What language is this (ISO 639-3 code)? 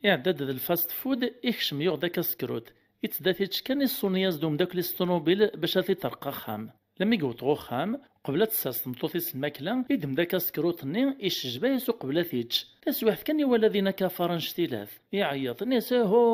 kab